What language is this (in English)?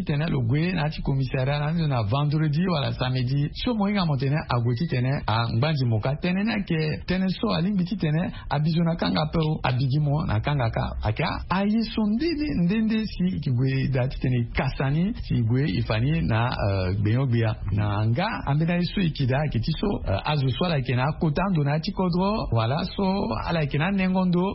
Sango